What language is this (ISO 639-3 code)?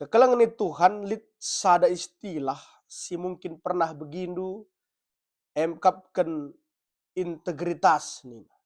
btx